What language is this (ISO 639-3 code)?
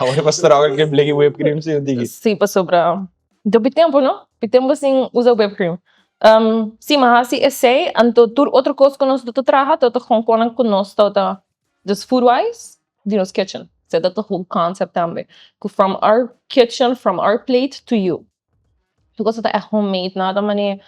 pap